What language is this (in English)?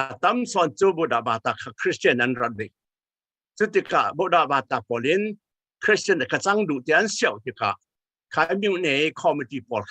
Falam Chin